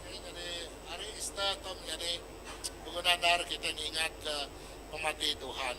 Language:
Iban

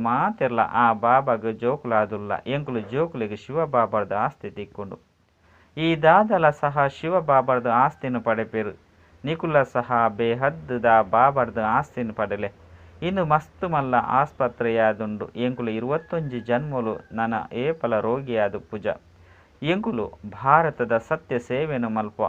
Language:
Tulu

